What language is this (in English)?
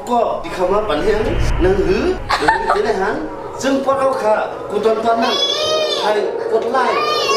Shan